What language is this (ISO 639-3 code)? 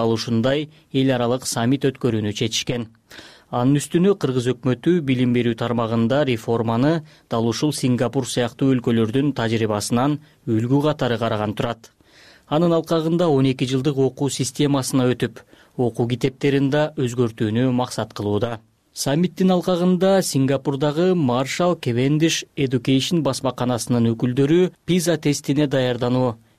kir